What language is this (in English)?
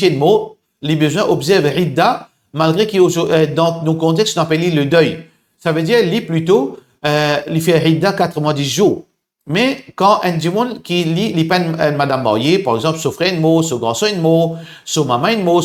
Morisyen